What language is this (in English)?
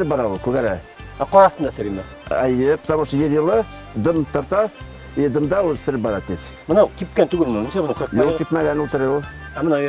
Bashkir